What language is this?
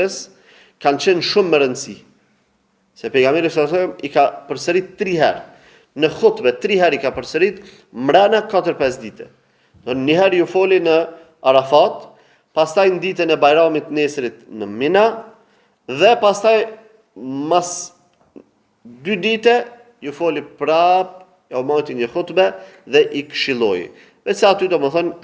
Albanian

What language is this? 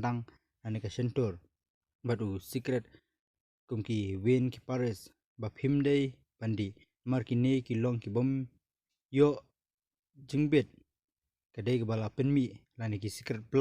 Khasi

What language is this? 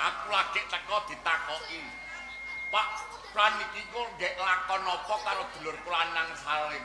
Javanese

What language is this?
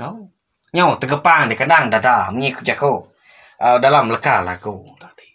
Iban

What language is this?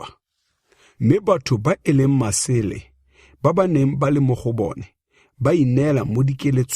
Tswana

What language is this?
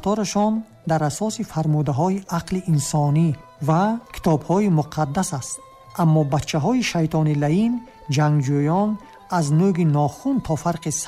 Tajik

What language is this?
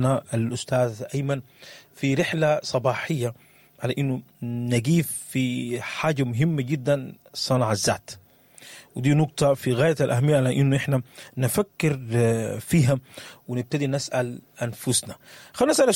Sudanese Arabic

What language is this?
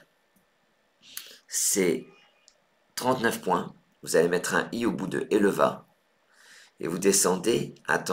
French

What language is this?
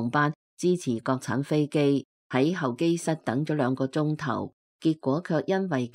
Cantonese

